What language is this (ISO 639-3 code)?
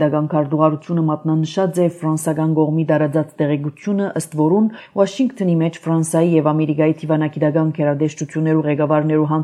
hye